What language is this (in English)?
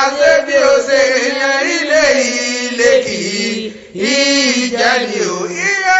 Yoruba